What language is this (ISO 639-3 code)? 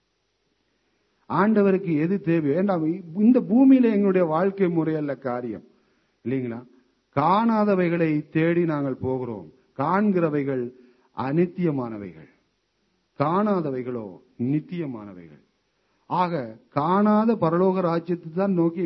tam